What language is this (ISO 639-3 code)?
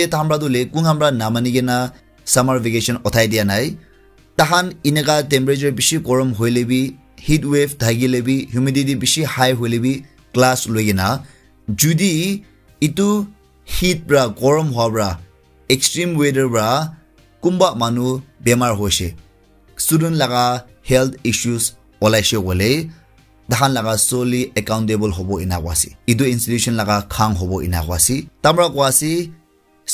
nag